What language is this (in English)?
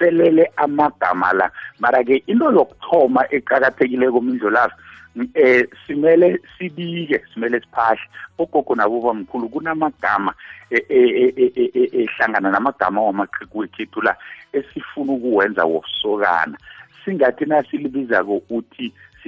South Ndebele